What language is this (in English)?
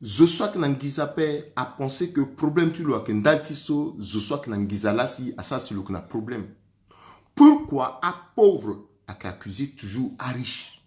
Sango